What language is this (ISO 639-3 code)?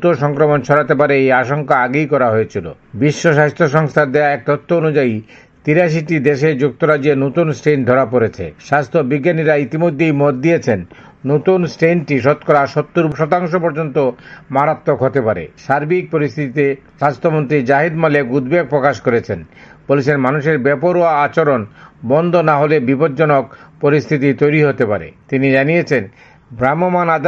ben